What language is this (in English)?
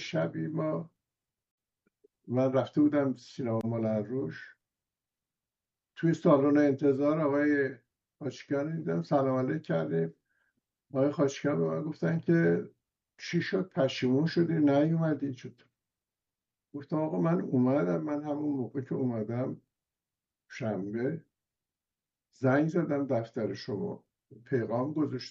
Persian